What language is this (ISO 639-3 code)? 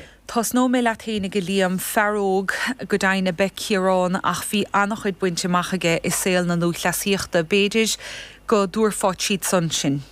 gle